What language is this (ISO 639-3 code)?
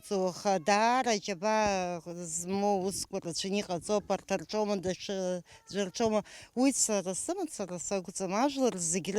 abk